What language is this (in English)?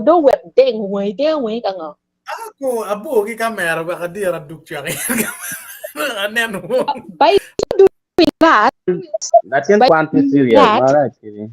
Acoli